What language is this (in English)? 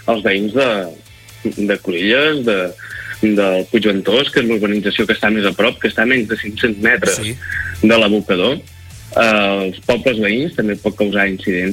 Catalan